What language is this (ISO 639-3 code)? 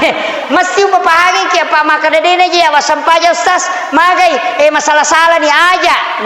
bug